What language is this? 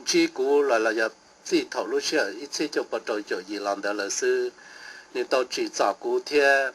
Hmong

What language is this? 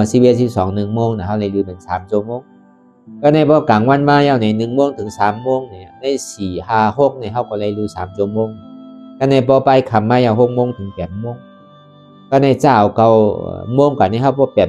Shan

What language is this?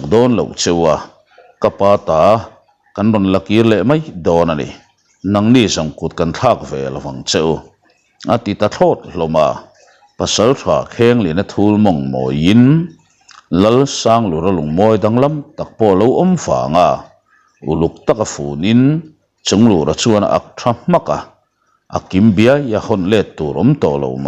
Mizo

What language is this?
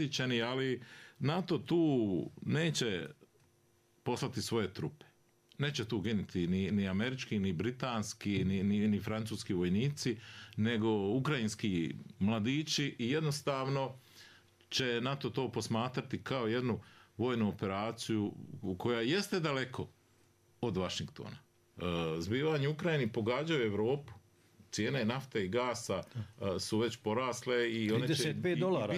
Bosnian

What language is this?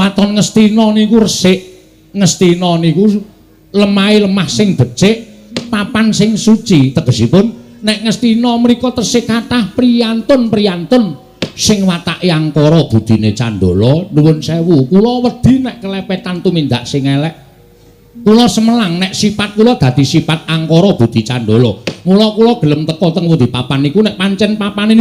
Javanese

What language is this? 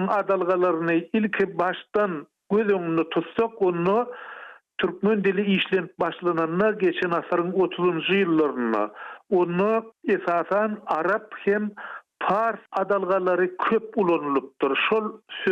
Turkmen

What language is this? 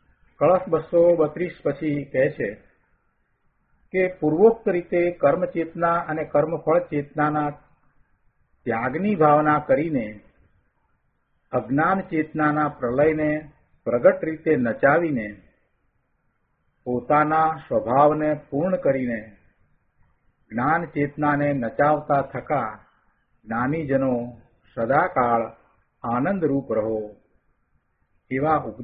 Gujarati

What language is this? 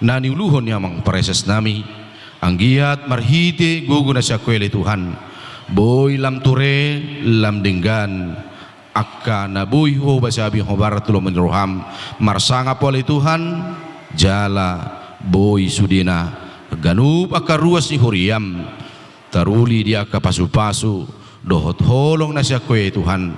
Batak Toba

